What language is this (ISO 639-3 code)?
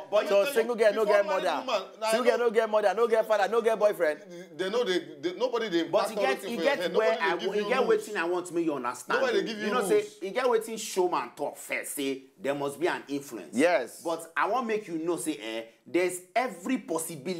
pcm